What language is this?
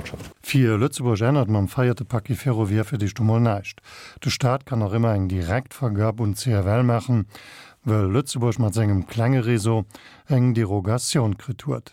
Luxembourgish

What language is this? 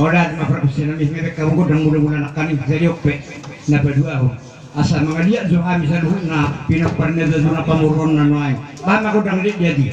Batak Toba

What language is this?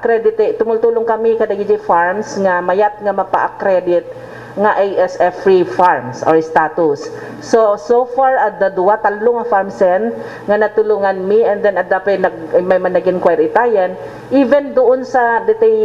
Iloko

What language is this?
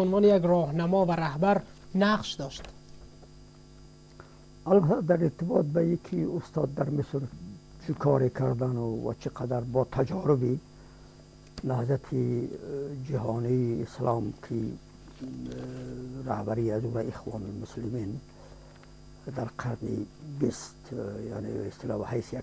Persian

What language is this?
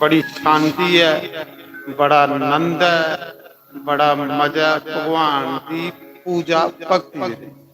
Dogri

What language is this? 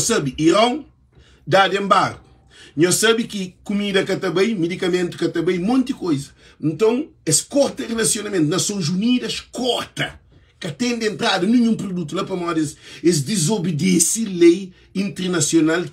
Kabuverdianu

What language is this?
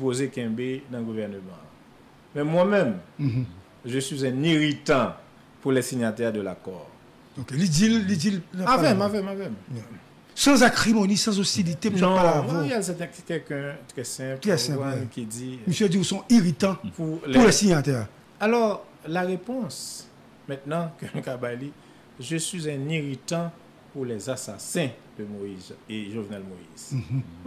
Haitian Creole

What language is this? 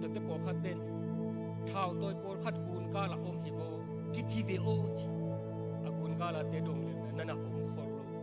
Tedim Chin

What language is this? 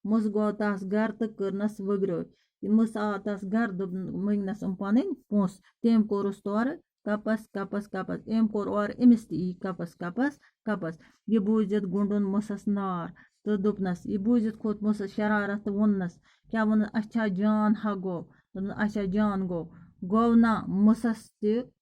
Kashmiri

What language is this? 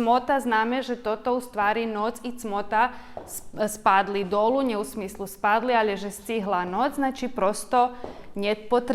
Rusyn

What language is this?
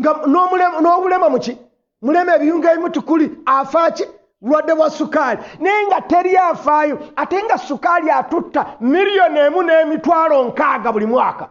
Ganda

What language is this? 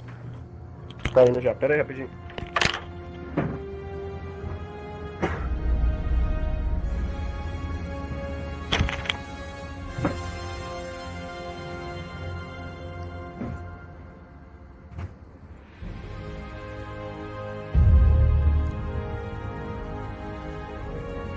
Portuguese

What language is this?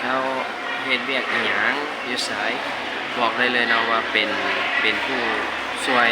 Lao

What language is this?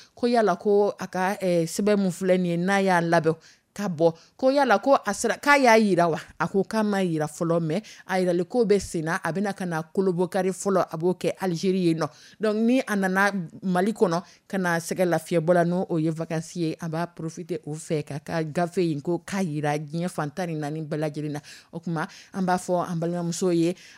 Dyula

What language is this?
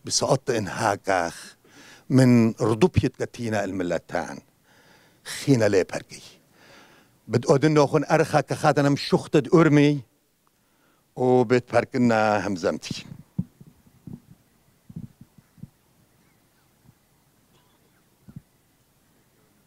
Assyrian Neo-Aramaic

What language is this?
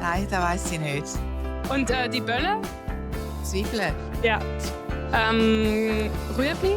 Swiss German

